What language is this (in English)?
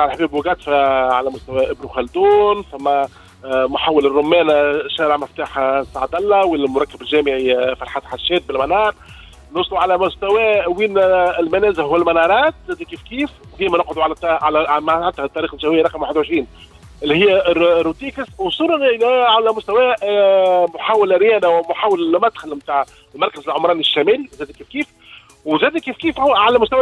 Tunisian Arabic